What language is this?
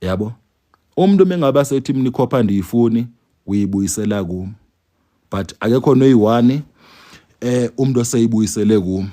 Zulu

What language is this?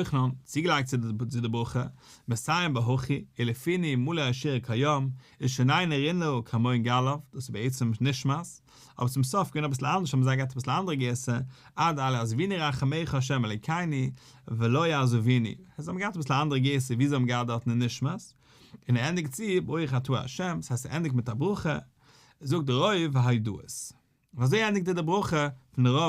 Yiddish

